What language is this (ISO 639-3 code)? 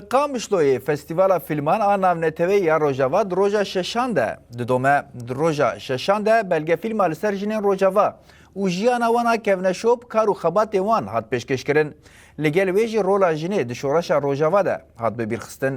kur